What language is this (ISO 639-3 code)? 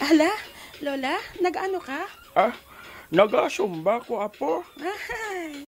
hil